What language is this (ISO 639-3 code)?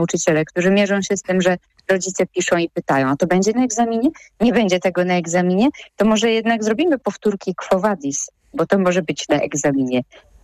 pol